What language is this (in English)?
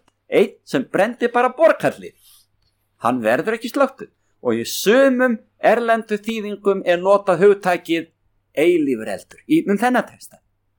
Icelandic